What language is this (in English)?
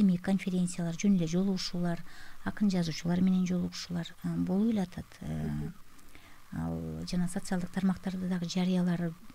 Kyrgyz